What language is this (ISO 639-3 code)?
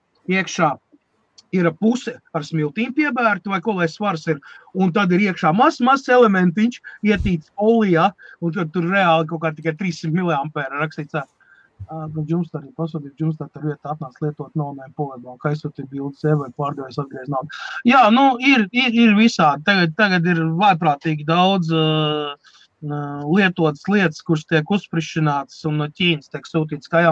lav